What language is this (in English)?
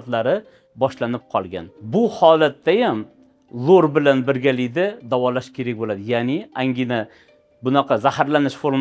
Uzbek